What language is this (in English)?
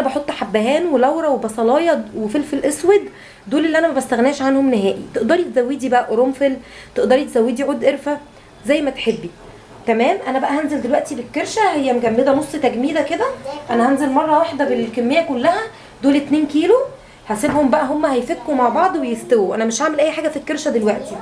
Egyptian Arabic